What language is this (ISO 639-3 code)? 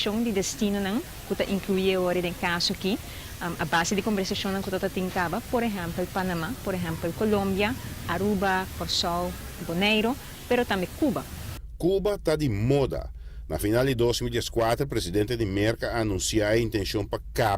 pap